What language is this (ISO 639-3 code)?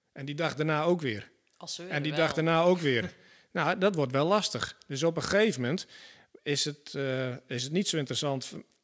nld